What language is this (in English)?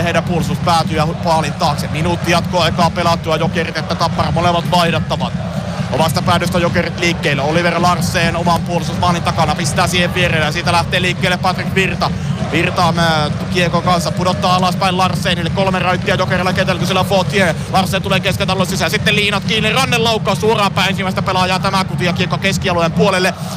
Finnish